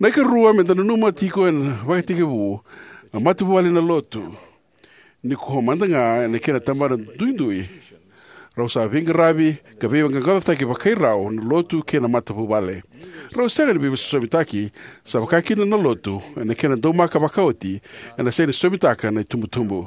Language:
Fijian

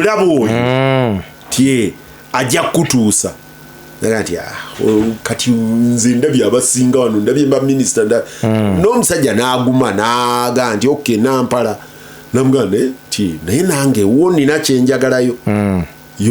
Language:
Ganda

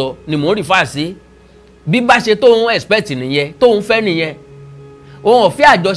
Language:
Yoruba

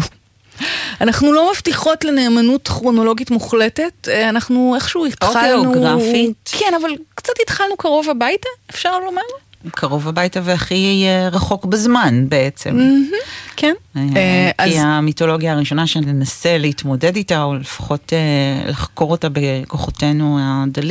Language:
Hebrew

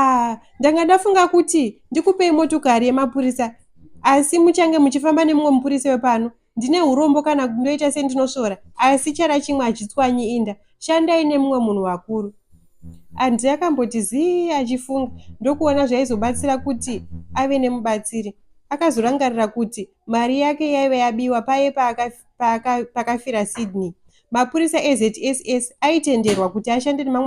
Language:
Shona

